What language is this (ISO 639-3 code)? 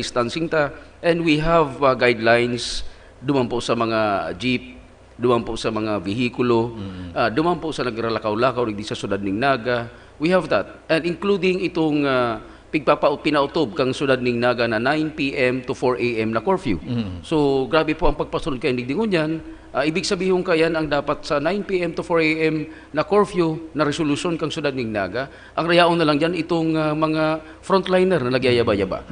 bik